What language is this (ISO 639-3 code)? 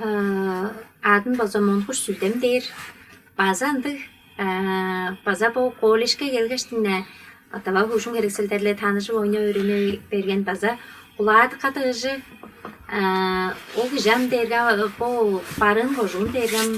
tyv